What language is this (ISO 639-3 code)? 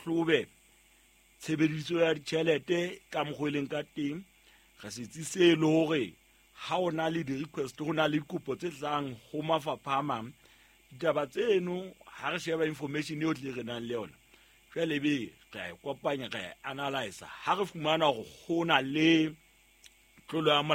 sot